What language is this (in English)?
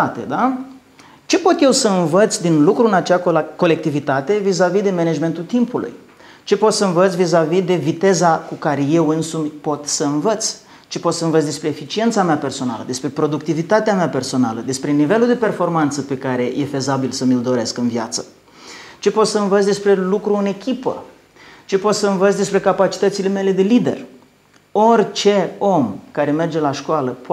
Romanian